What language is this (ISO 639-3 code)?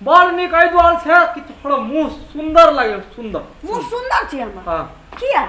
mai